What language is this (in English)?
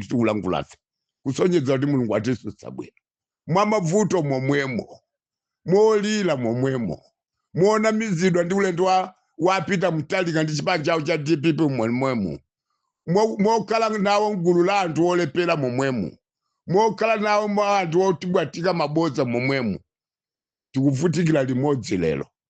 Nyanja